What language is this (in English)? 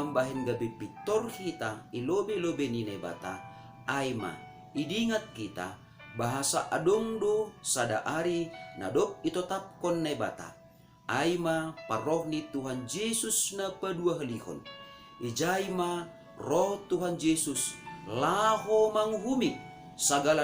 Batak Simalungun